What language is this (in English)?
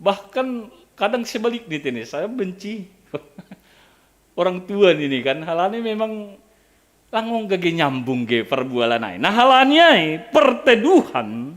Batak Simalungun